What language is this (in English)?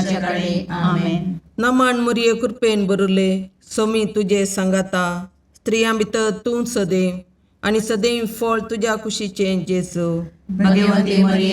Konkani